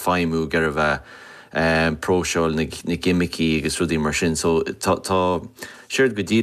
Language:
Irish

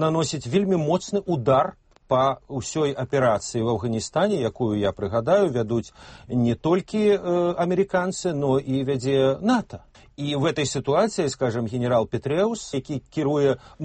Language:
Belarusian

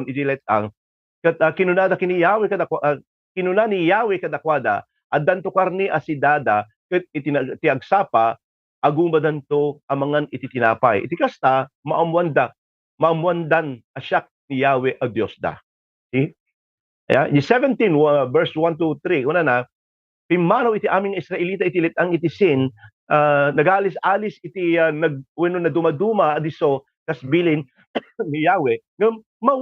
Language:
Iloko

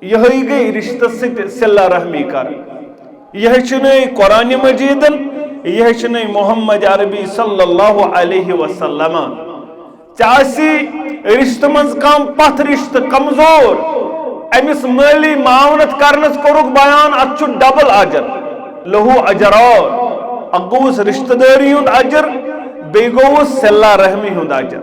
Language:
Kashmiri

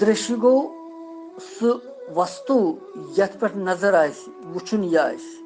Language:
Kashmiri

